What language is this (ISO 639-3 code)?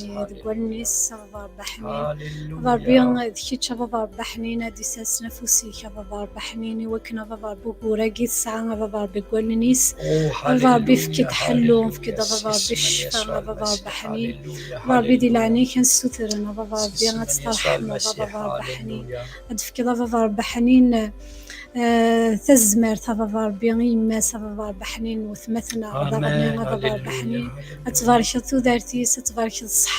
kab